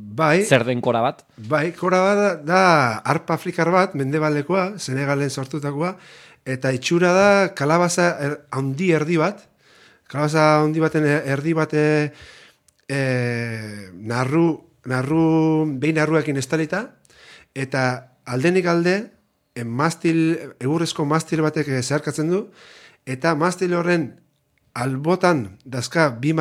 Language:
Basque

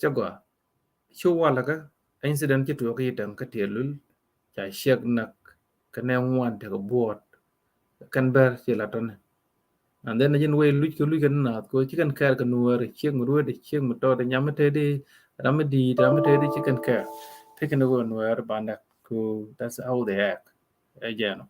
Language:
Nuer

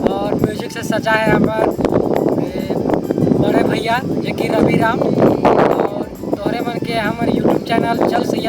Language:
Sadri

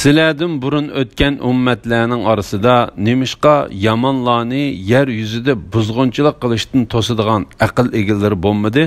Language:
Uyghur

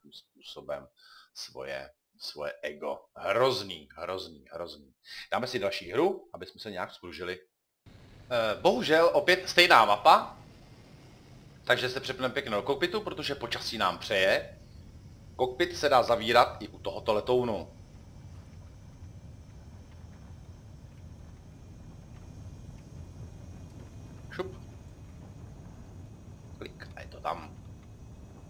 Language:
Czech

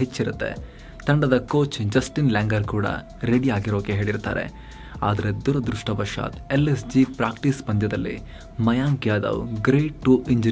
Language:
Kannada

